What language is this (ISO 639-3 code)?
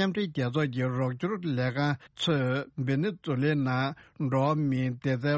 bod